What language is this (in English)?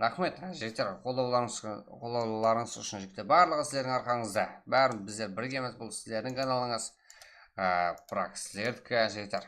Kara-Kalpak